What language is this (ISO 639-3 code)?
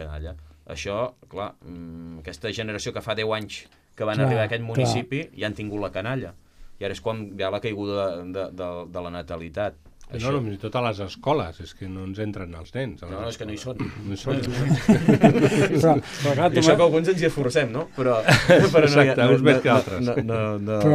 cat